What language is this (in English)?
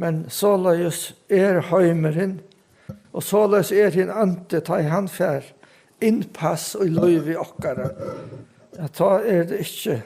Faroese